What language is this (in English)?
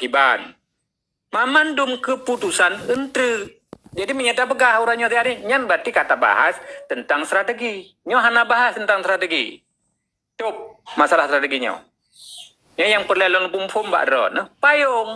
Achinese